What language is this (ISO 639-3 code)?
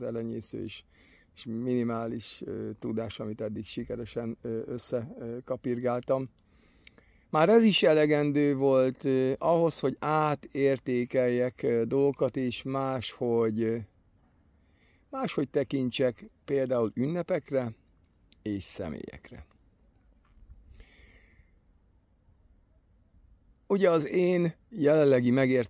hun